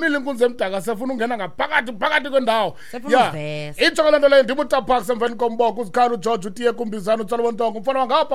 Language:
Xhosa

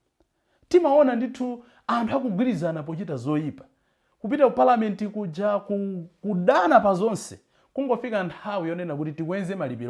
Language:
Nyanja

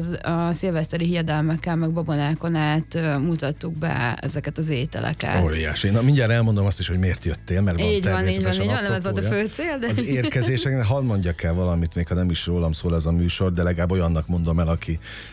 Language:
Hungarian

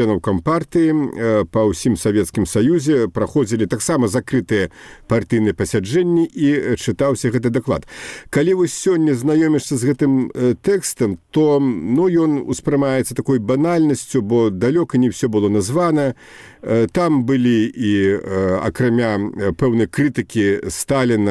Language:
Belarusian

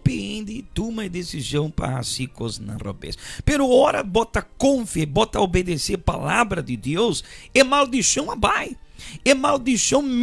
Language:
Papiamento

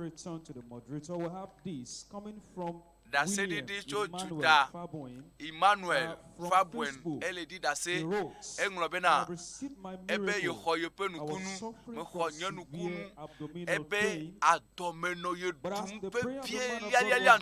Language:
Ewe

